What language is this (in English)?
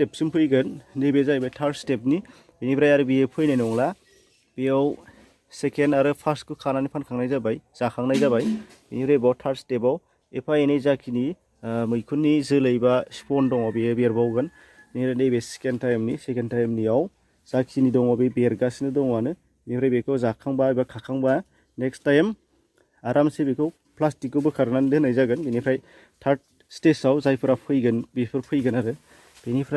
Bodo